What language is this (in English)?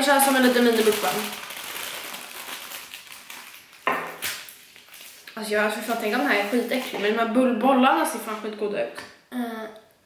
Swedish